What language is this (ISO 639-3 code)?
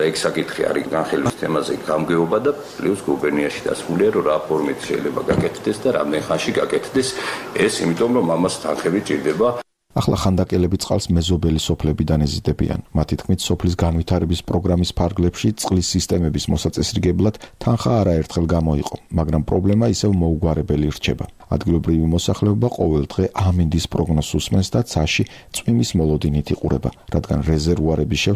kat